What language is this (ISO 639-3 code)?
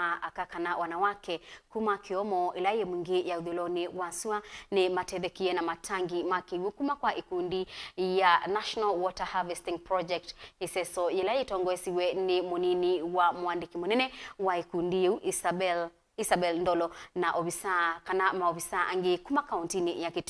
kam